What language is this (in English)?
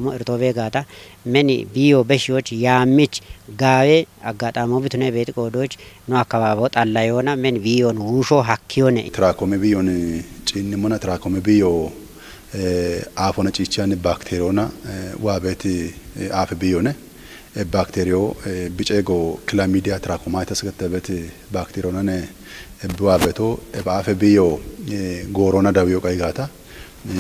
Kafa